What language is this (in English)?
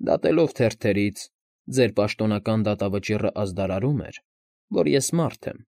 Armenian